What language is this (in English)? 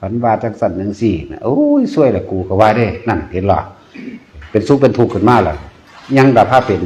Northeastern Thai